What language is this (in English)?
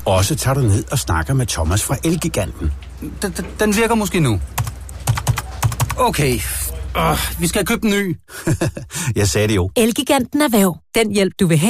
Danish